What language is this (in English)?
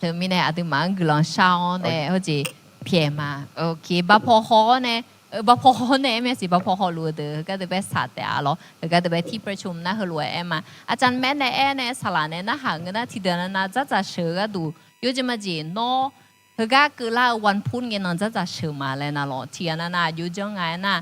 Akha